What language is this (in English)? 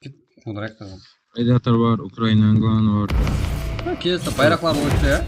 Kara-Kalpak